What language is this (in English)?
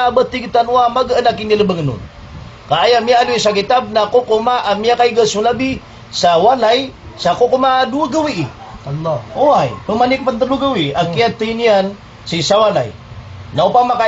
Maranao